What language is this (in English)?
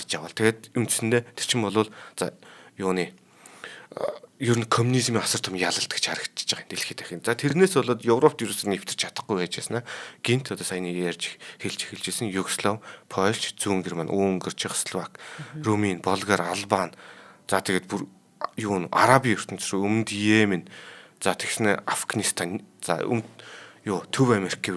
Mongolian